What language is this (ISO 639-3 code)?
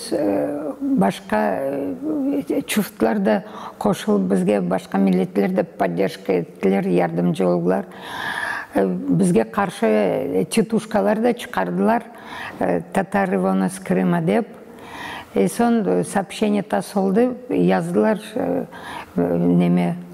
crh